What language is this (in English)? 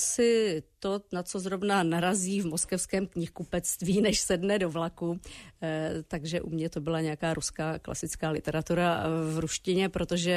Czech